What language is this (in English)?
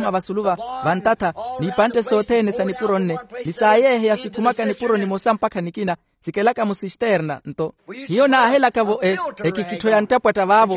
Makhuwa